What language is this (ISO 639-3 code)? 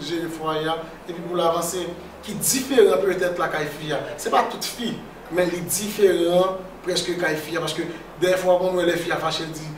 hat